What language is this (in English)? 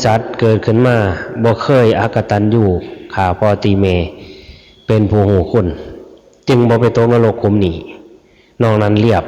Northeastern Thai